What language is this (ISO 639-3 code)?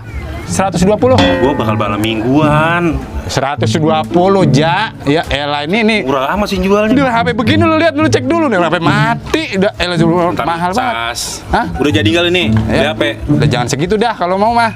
bew